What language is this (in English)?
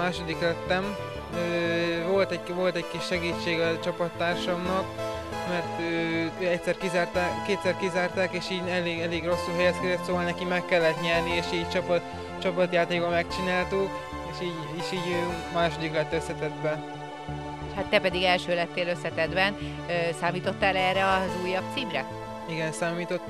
Hungarian